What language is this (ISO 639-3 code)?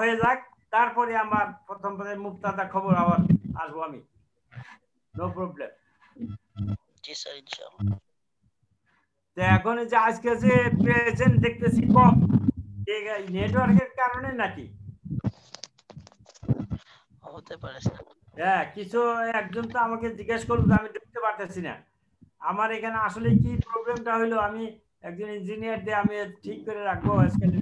ben